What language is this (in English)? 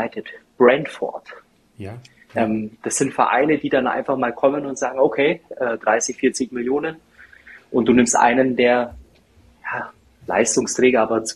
German